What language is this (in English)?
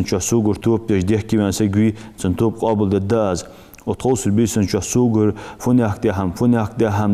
Ingush